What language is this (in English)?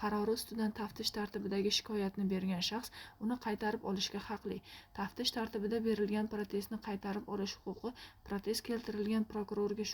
Uzbek